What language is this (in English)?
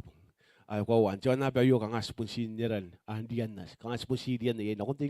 Gilbertese